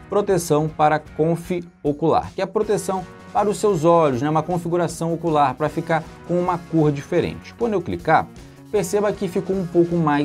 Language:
Portuguese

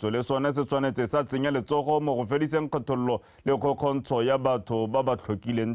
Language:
Tswana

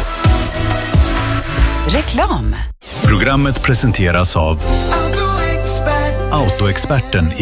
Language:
Swedish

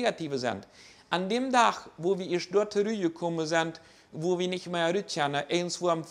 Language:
Plautdietsch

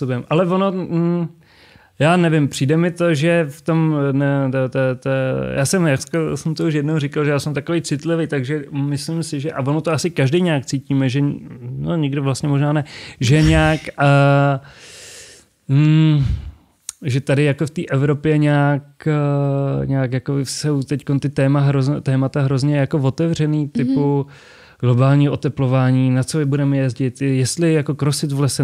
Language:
Czech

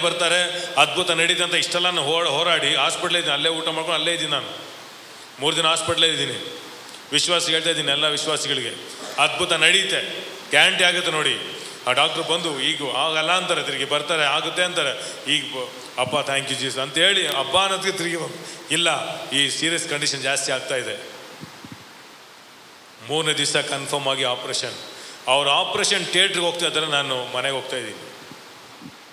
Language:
Kannada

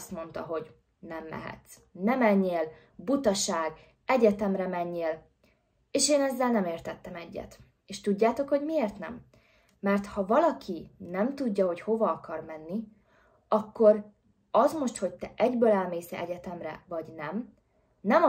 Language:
Hungarian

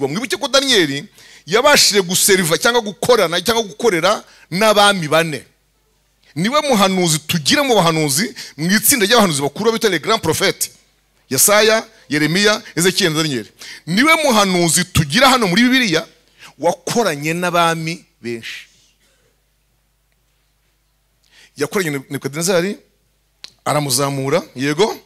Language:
Kinyarwanda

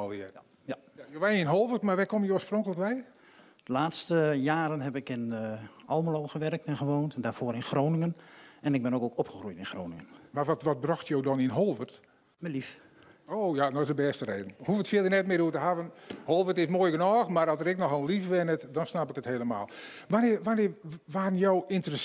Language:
Western Frisian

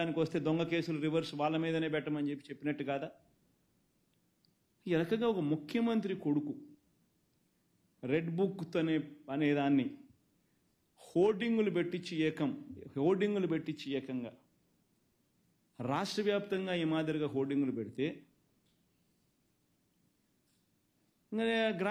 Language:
Telugu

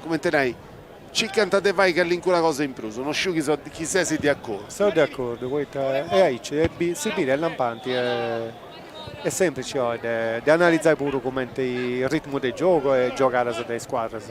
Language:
Sardinian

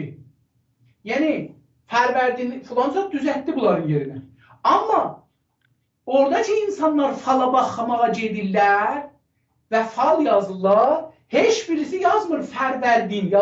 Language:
South Azerbaijani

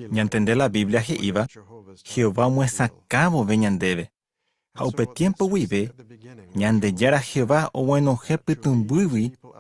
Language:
Guarani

